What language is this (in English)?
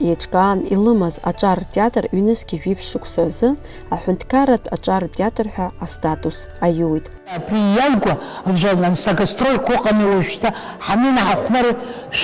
Abkhazian